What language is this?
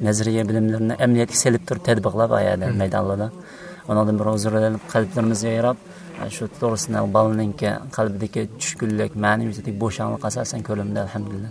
Uyghur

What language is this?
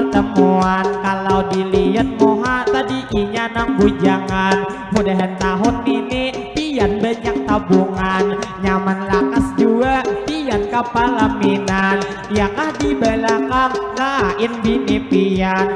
Banjar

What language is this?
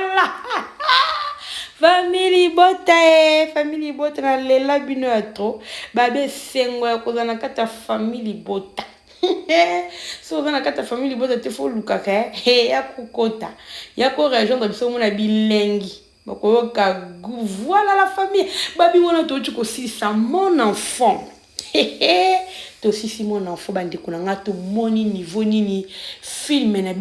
Lingala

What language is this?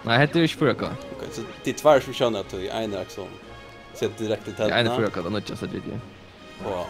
Faroese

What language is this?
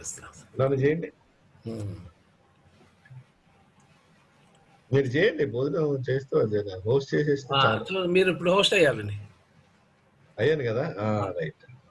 Telugu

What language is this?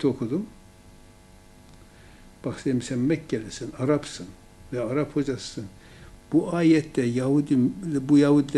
Turkish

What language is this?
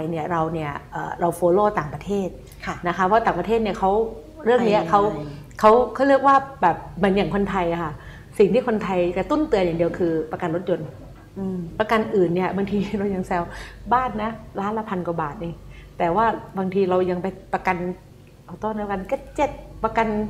Thai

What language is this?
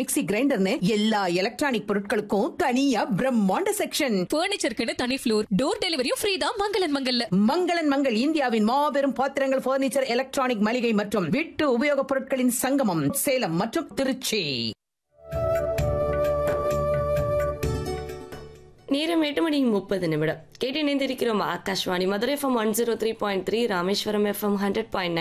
Tamil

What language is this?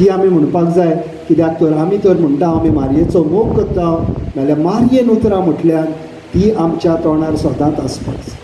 Konkani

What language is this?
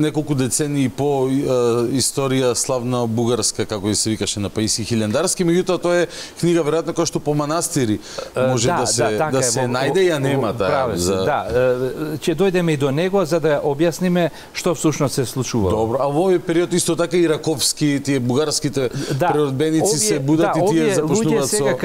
Macedonian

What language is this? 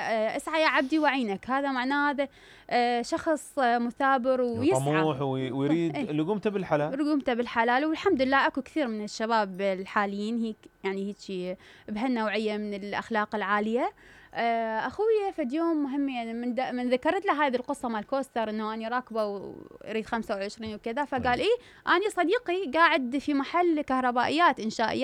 Mesopotamian Arabic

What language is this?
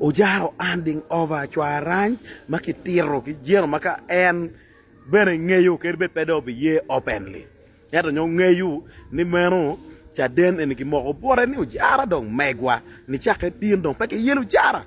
Acoli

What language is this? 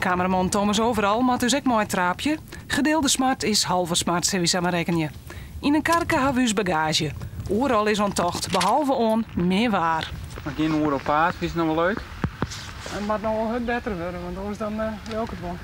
Western Frisian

